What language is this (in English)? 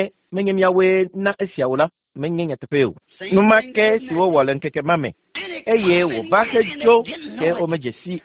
Ewe